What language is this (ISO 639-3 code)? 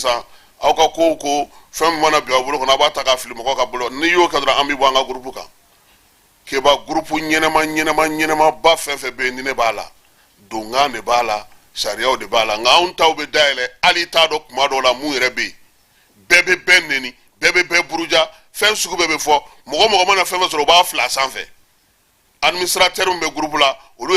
bam